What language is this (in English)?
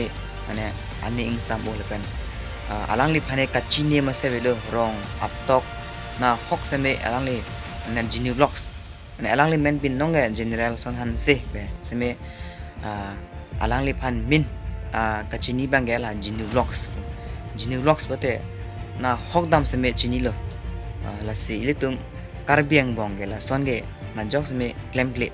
Karbi